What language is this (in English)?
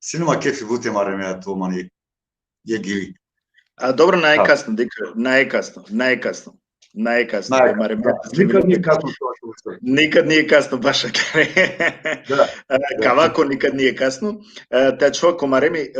Balkan Romani